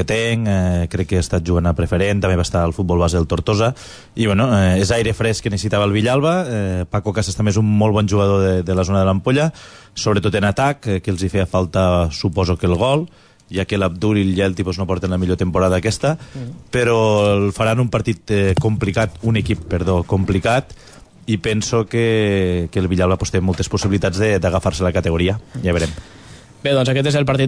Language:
Catalan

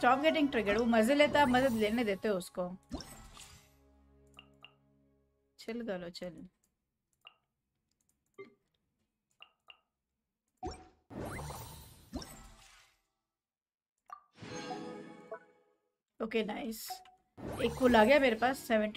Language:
Hindi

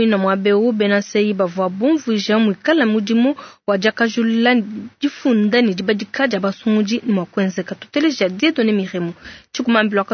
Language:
Luba-Lulua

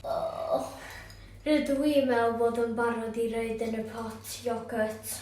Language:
Welsh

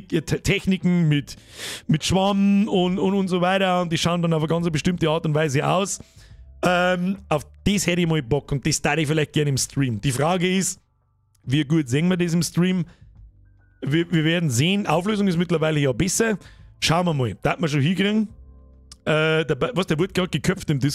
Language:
Bavarian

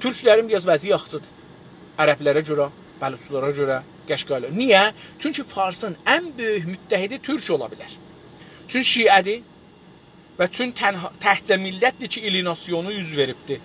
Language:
South Azerbaijani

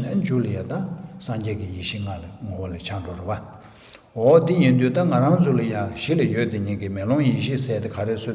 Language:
Tibetan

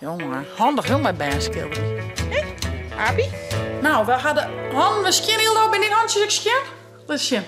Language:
Western Frisian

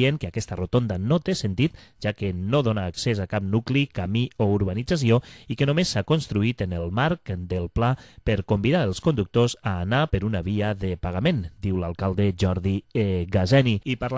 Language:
Catalan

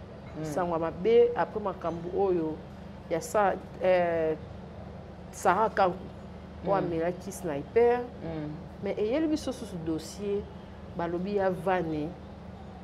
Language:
Lingala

